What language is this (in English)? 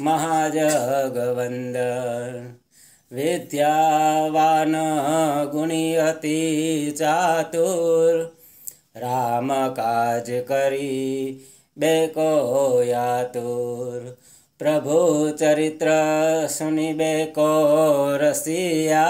Sanskrit